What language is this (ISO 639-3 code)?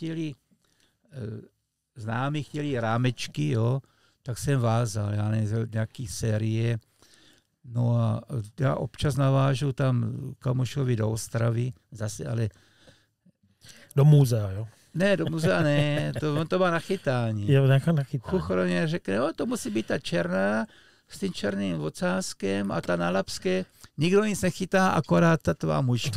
ces